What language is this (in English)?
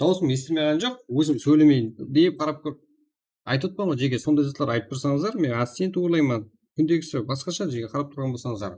Kara-Kalpak